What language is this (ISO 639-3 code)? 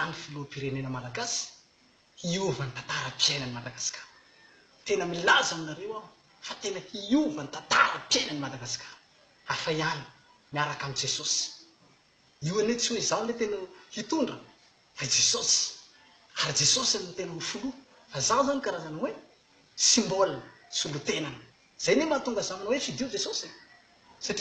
mlg